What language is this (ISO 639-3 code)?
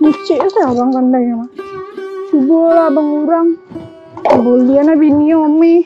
min